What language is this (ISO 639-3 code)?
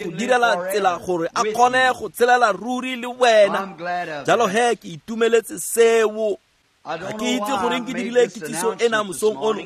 tsn